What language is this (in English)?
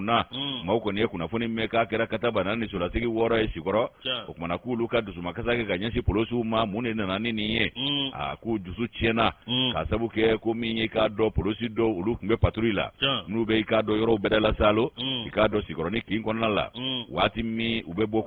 Bambara